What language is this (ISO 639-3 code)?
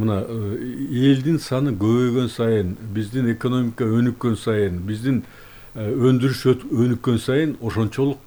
kir